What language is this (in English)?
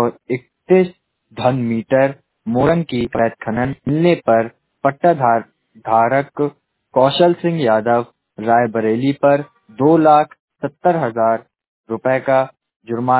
Hindi